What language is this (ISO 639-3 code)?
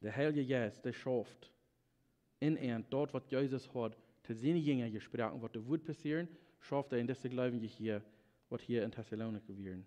pdt